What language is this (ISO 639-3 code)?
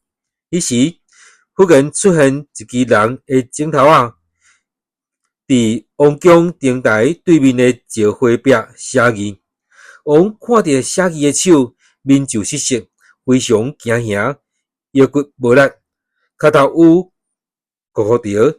nan